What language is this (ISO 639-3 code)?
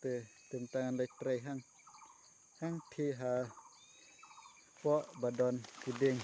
kha